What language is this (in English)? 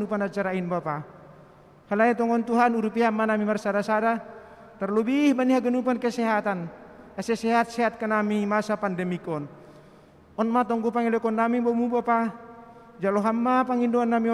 Batak Simalungun